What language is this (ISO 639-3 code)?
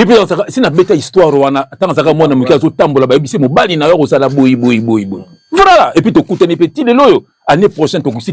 lin